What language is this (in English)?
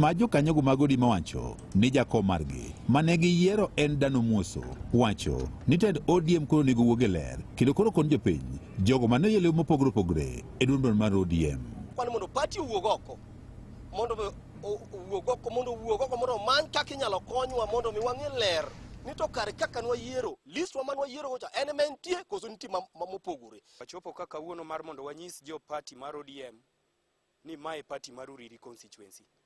Luo (Kenya and Tanzania)